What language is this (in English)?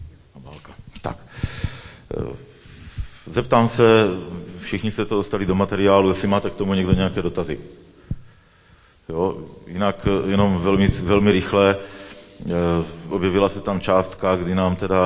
Czech